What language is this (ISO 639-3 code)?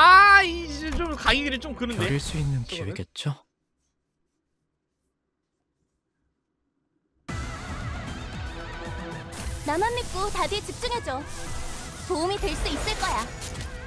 kor